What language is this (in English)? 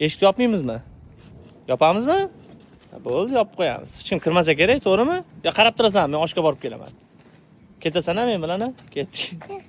Uzbek